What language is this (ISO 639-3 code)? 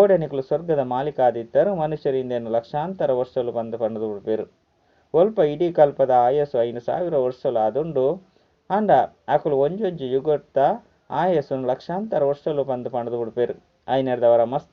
tcy